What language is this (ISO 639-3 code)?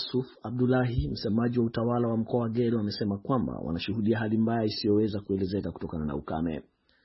swa